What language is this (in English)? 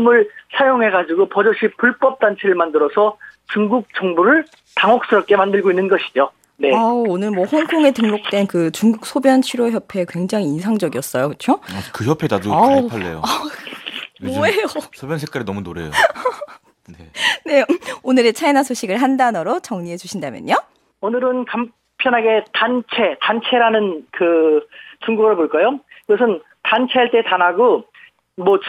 Korean